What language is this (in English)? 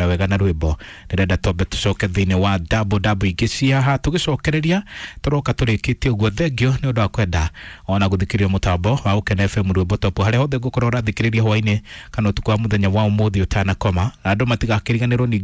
Kikuyu